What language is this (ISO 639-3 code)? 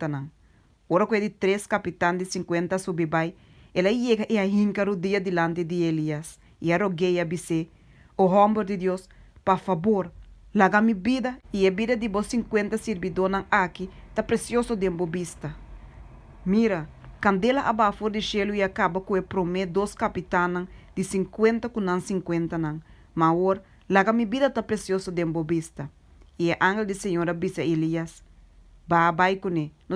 pap